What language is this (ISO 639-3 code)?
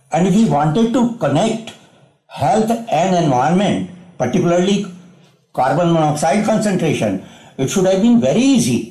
eng